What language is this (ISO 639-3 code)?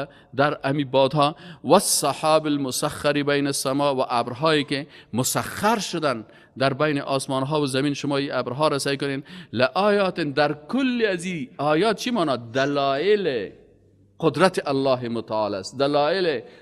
fas